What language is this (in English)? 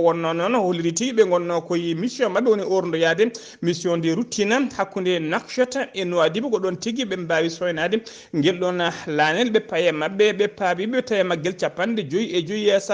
Fula